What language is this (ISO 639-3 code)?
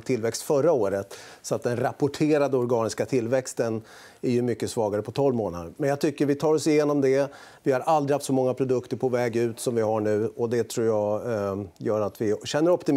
swe